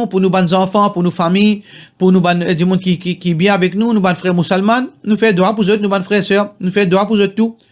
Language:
Morisyen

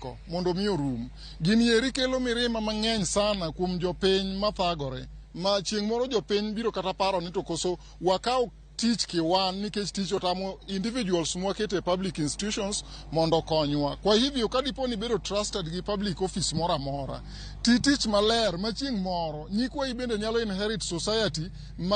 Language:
Luo (Kenya and Tanzania)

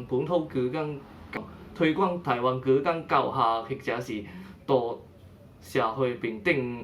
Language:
Min Nan Chinese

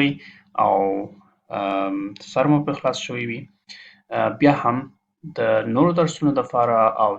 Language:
Pashto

